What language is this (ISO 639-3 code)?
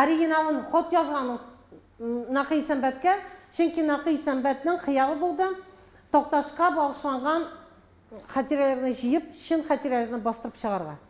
tat